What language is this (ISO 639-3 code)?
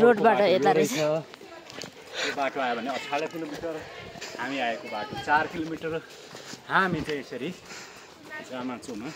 nep